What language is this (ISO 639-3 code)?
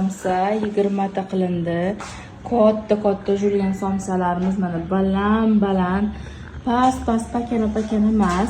uzb